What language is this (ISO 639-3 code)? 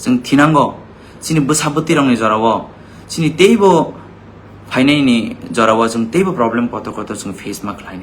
trp